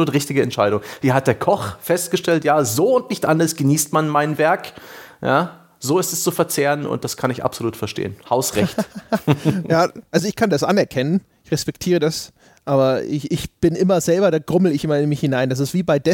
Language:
German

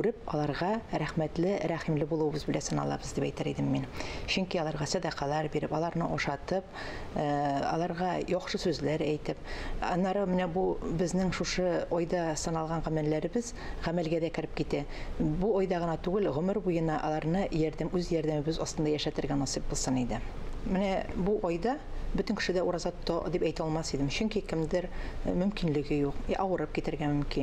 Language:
Tatar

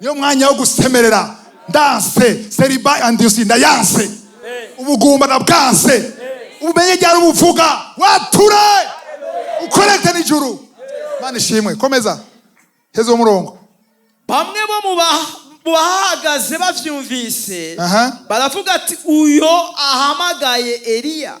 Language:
Rundi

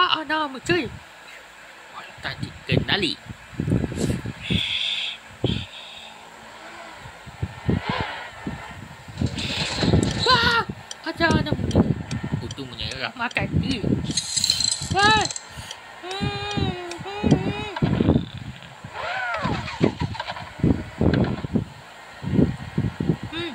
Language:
Malay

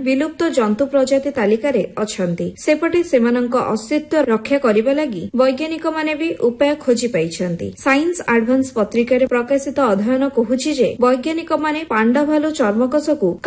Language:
Odia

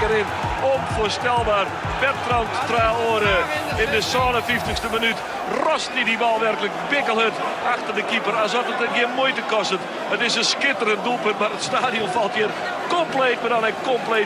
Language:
Western Frisian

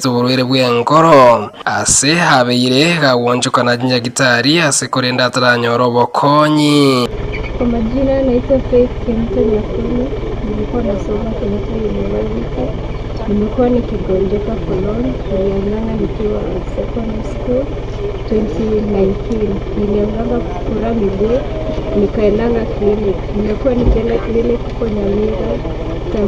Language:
Gusii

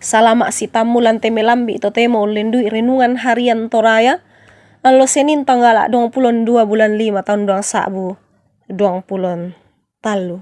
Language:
Toraja-Sa'dan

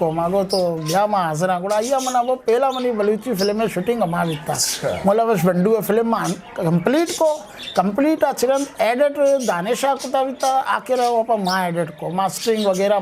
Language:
Eastern Balochi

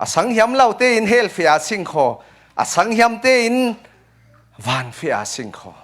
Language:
Falam Chin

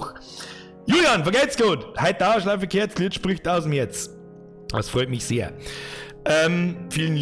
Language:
Bavarian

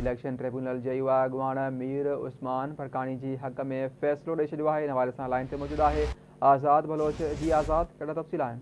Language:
Sindhi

